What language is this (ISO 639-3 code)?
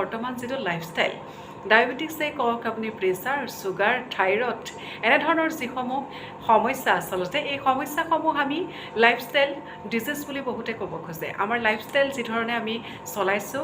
asm